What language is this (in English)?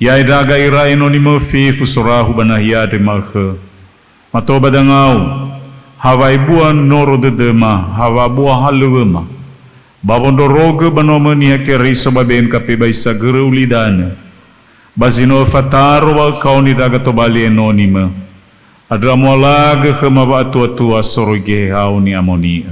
Nias